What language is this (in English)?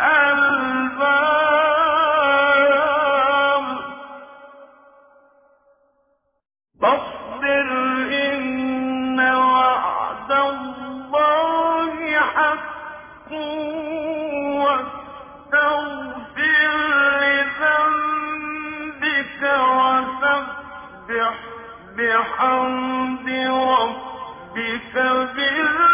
Arabic